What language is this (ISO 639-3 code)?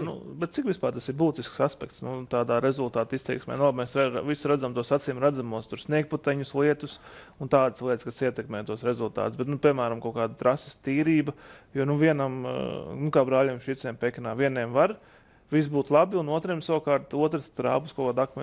lav